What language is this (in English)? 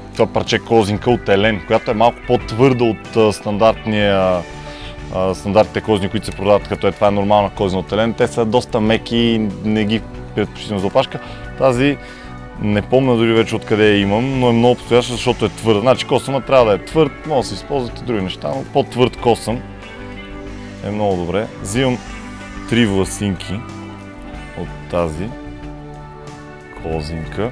Bulgarian